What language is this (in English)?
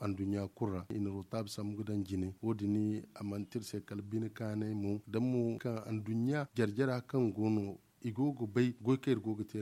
Zarma